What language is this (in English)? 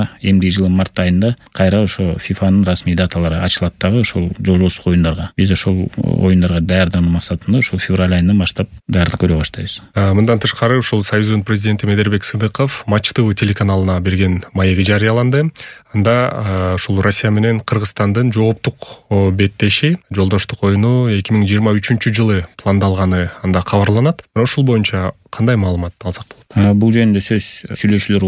Kyrgyz